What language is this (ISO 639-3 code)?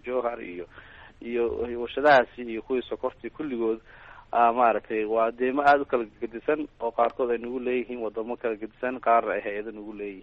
som